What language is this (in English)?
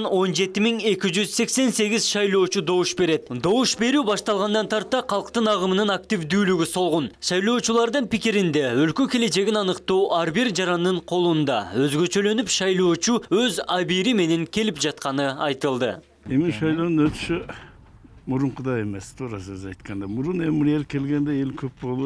Kyrgyz